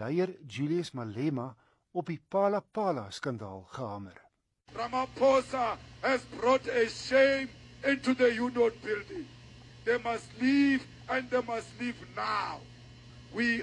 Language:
Afrikaans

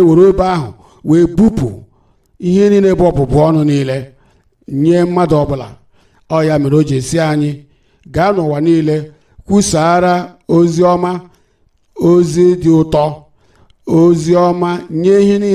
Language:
Igbo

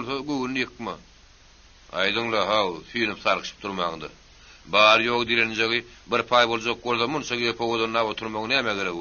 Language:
Turkmen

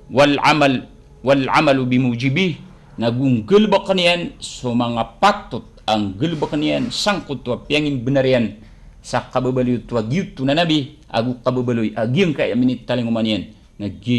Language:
Maranao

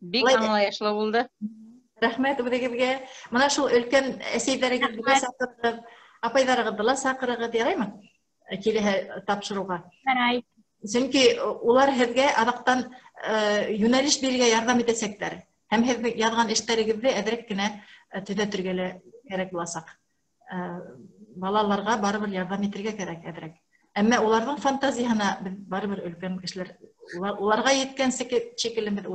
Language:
Bashkir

